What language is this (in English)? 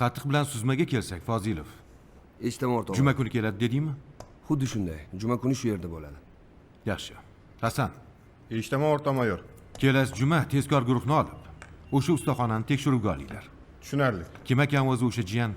Uzbek